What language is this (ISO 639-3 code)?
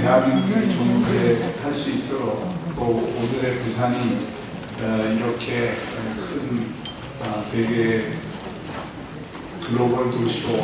kor